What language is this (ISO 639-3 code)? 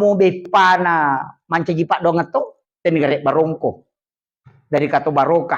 bug